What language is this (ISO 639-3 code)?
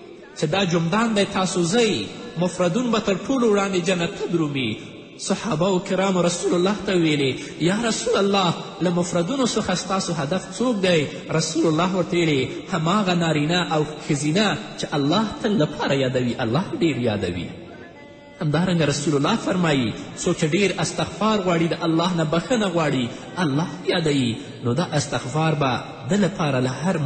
pus